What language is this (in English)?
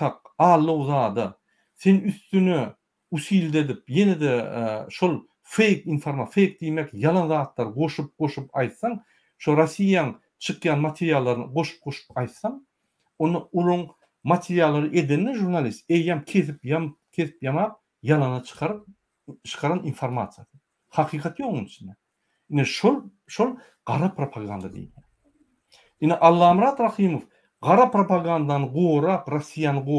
Turkmen